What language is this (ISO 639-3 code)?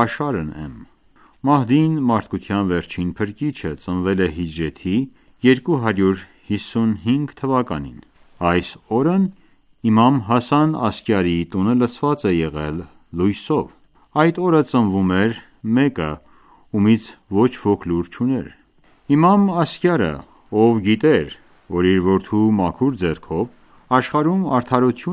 hye